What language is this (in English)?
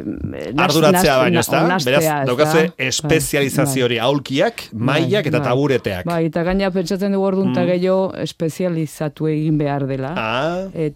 Basque